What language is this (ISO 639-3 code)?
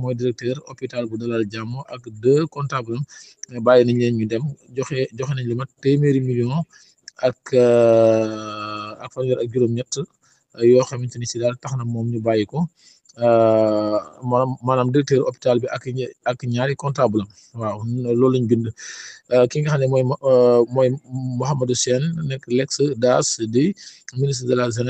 wol